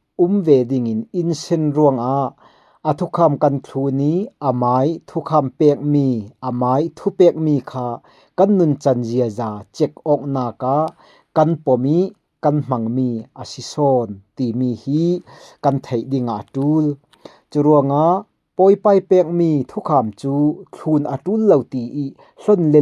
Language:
Falam Chin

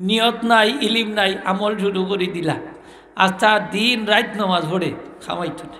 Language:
Sylheti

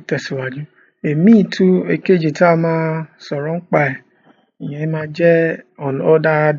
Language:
Yoruba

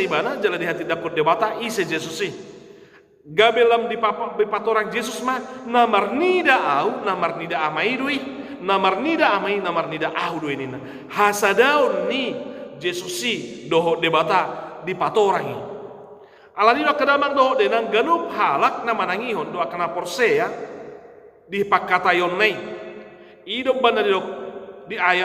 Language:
Batak Toba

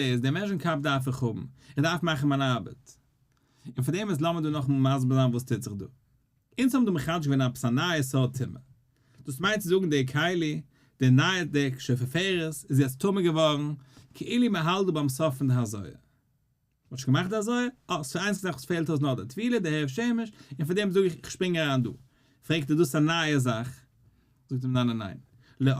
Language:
Yiddish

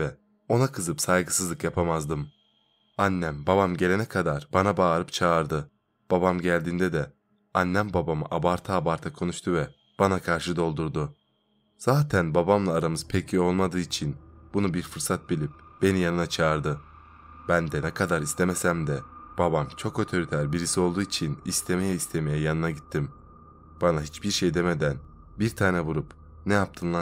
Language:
Turkish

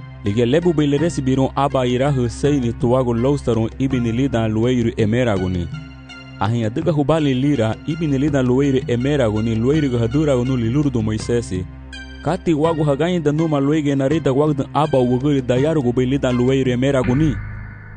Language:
Garifuna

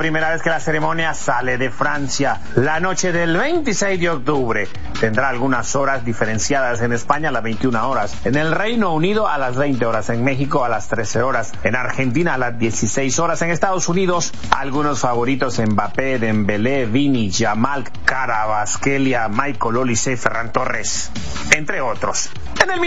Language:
Spanish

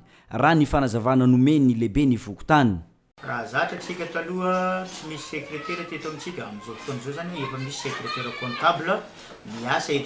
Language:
Malagasy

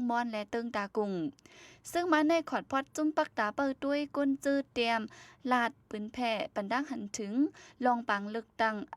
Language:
Shan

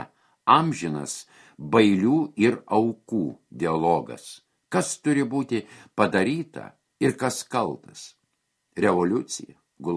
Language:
Lithuanian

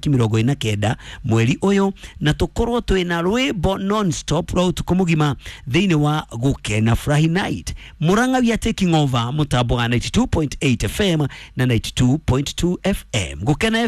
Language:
Kikuyu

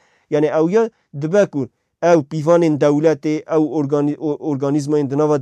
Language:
Kurdish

